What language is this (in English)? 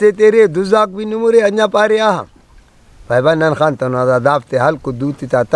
Brahui